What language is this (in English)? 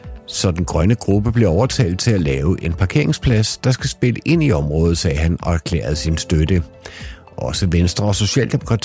Danish